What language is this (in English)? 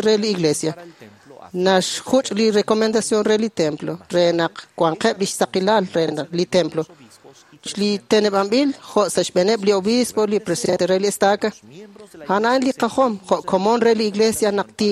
Kekchí